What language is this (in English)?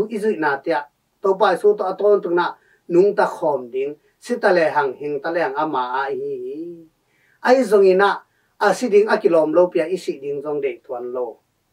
Tedim Chin